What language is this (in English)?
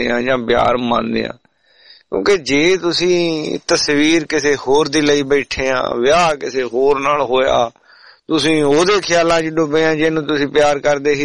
Punjabi